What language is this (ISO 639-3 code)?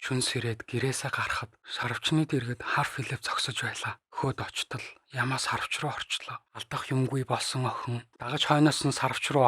mon